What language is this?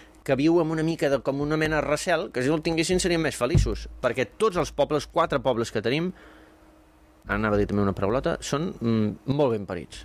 Catalan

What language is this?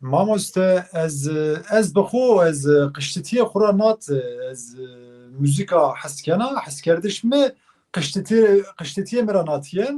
Zaza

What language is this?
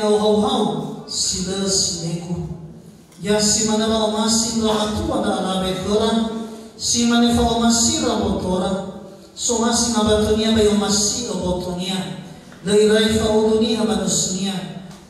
Nias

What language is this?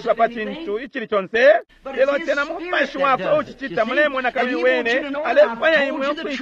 Bemba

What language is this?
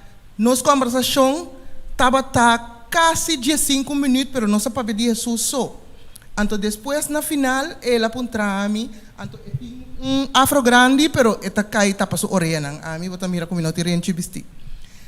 Papiamento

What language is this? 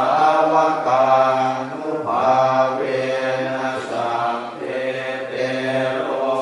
Pali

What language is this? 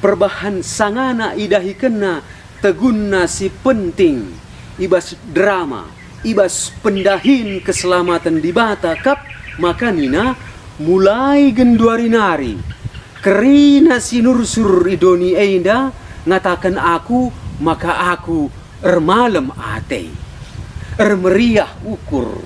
Batak Karo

